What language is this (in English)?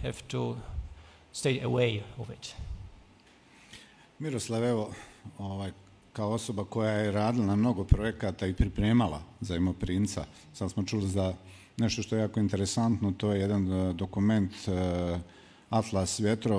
Bosnian